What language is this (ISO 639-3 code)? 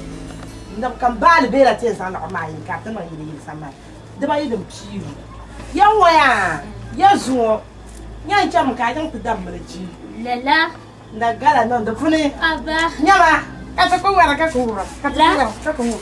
dag